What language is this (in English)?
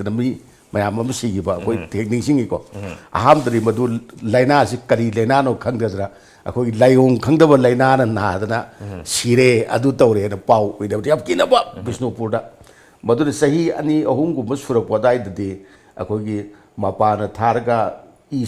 Manipuri